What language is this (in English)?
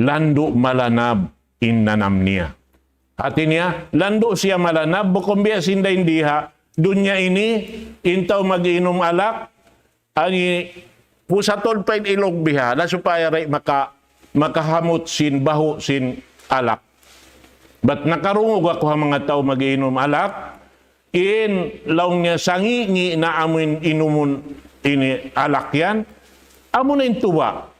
Tausug